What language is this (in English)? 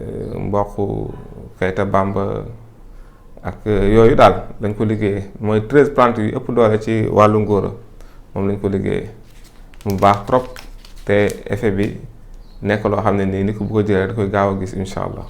Wolof